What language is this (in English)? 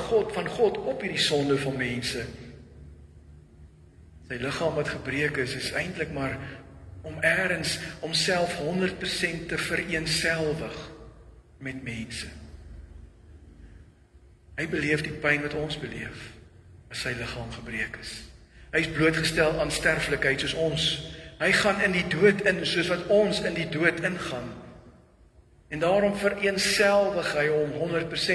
Afrikaans